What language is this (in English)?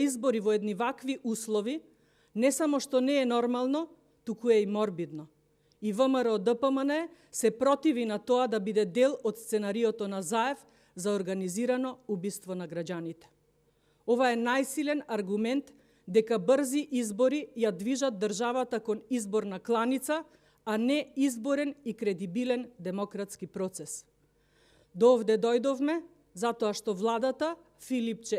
Macedonian